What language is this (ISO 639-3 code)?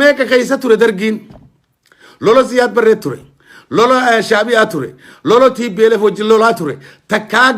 orm